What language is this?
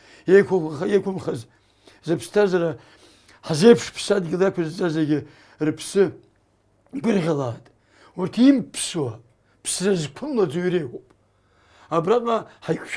Abkhazian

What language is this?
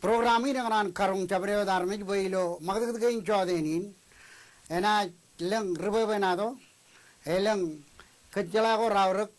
Marshallese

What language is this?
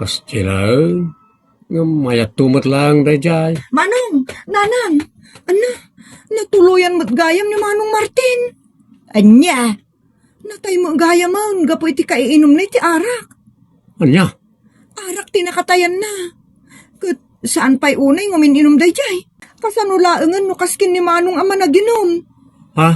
Iloko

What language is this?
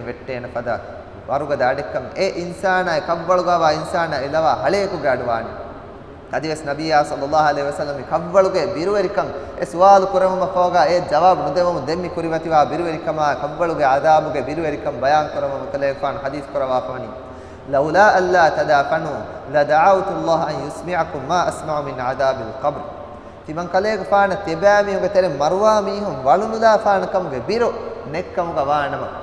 Divehi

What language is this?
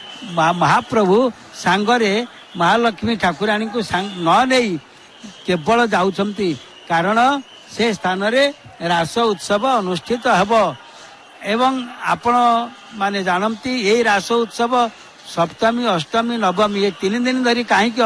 Odia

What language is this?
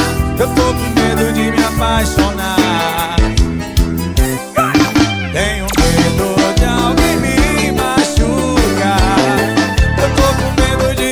Portuguese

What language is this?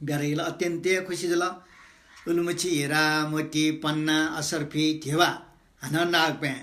Newari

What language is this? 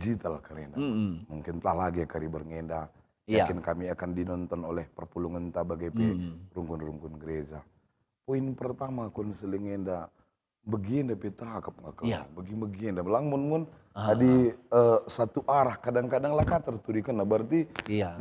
Batak Karo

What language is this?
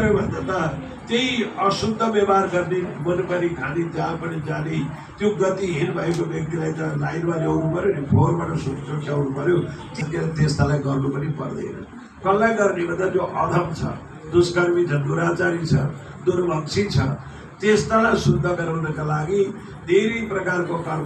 Nepali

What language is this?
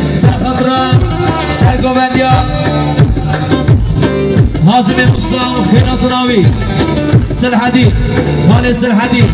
Kurdish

